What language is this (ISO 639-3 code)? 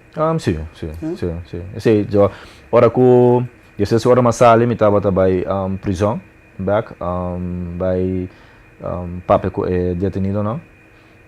pap